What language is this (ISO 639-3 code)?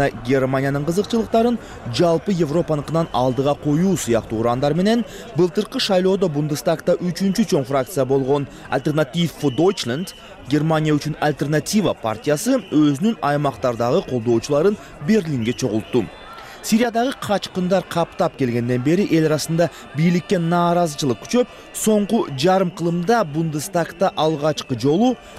kir